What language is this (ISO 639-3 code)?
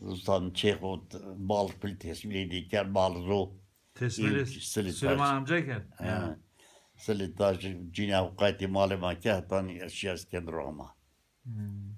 zza